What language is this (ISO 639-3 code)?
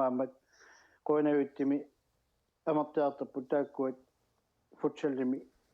kal